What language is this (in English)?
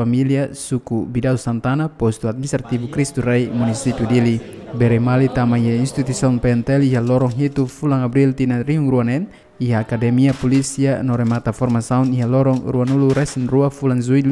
Tetum